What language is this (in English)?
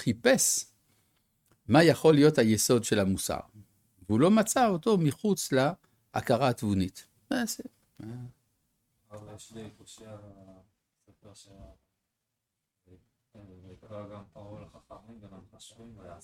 Hebrew